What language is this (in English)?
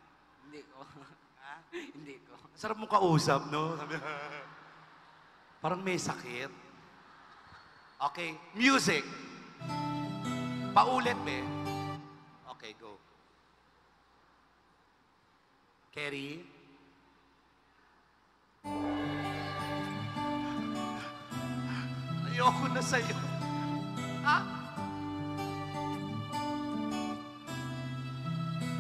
Filipino